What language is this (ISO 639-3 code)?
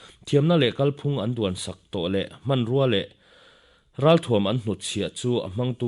lus